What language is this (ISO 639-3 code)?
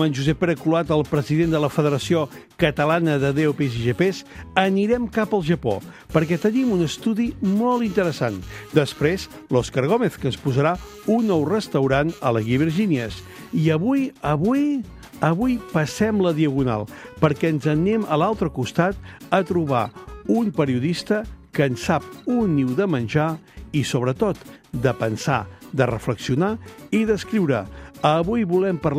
cat